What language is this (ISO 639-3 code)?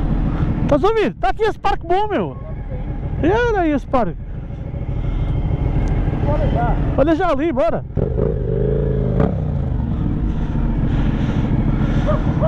por